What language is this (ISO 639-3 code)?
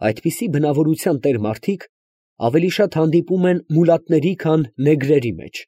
hye